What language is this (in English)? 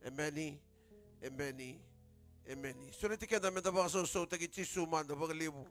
Fijian